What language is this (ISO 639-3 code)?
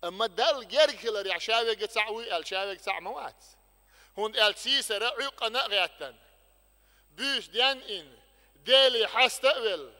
che